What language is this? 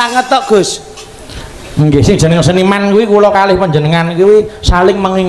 Javanese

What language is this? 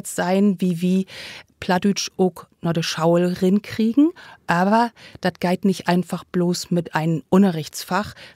Low German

